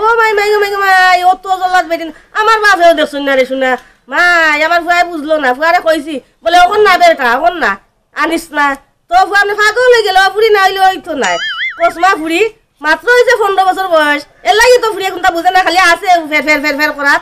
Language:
Sylheti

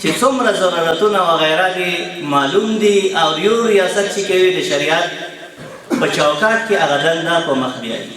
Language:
Pashto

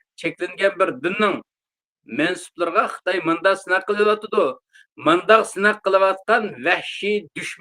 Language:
Uyghur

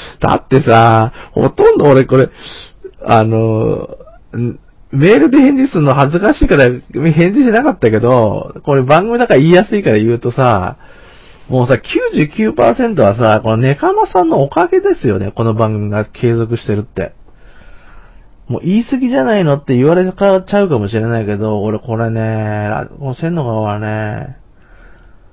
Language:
Japanese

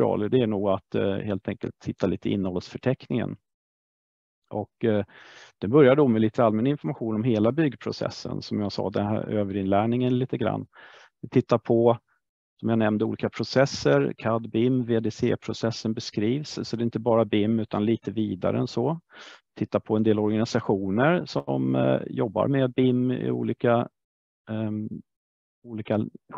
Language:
Swedish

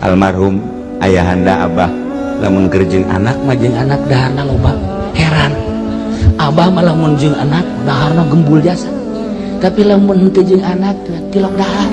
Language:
Sundanese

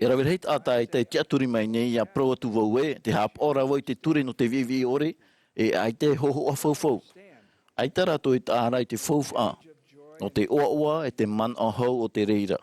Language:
Tahitian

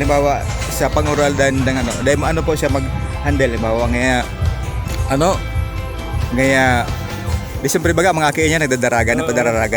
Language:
Bikol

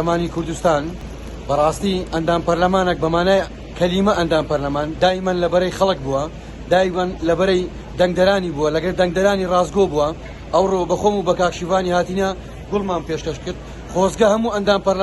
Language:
Central Kurdish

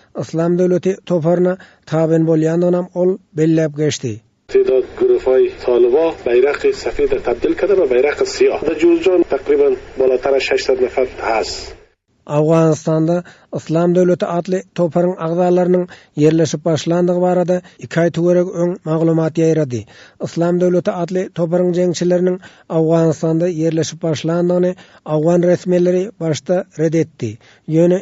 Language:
Turkmen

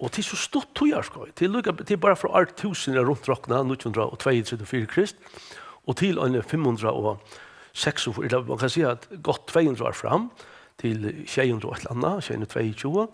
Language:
Faroese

